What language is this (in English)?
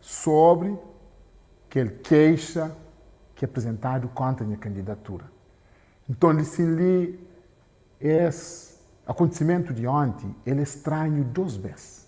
Kabuverdianu